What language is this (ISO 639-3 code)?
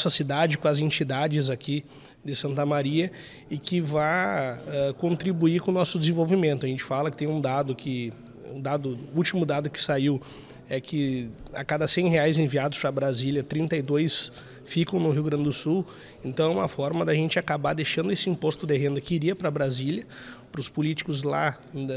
por